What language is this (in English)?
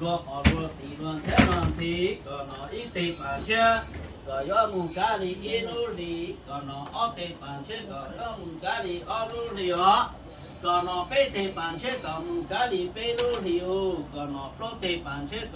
Hmong